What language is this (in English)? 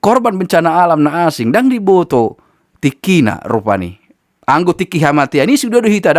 Batak Toba